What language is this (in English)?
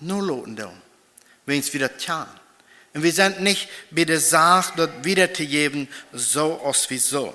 Plautdietsch